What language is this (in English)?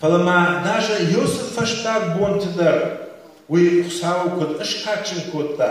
Ossetic